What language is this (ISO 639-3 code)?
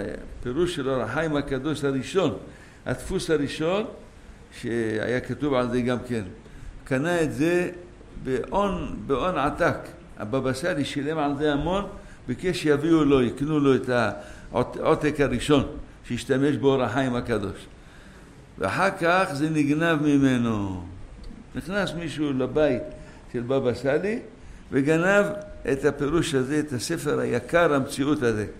heb